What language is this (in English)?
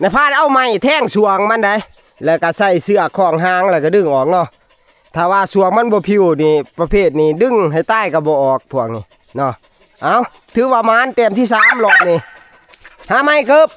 Northeastern Thai